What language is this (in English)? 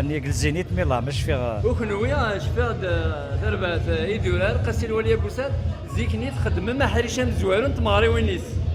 Kabyle